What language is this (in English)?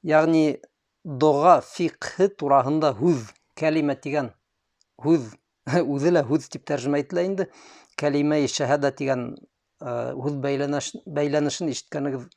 Bashkir